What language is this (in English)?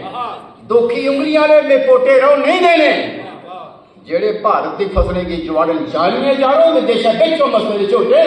Dogri